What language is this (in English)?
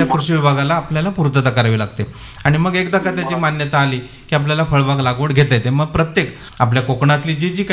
Marathi